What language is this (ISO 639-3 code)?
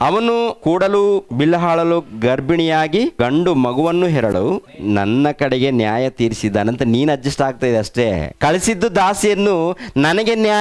kan